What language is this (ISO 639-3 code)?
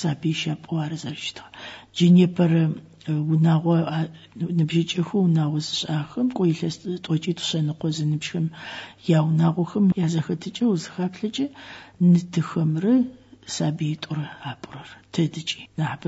ady